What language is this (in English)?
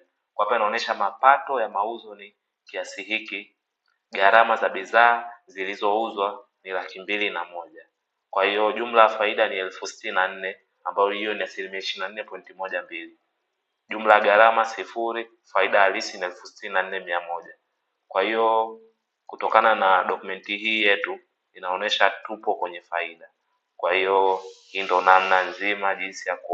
Swahili